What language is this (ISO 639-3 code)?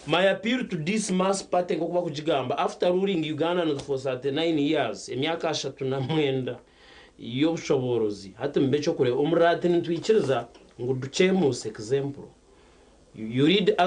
nyn